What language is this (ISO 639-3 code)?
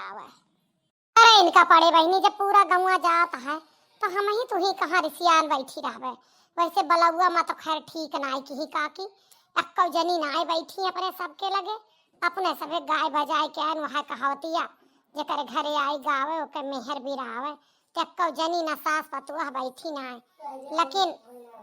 awa